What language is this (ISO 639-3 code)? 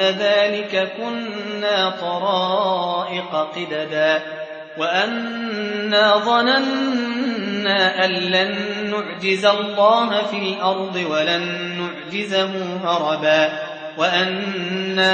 ara